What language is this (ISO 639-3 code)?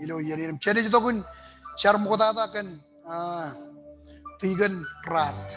mah